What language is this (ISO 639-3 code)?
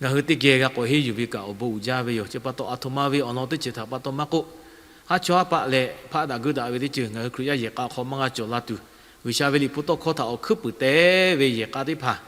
lhu